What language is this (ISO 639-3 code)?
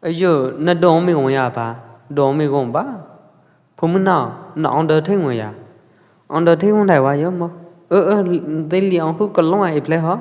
kjp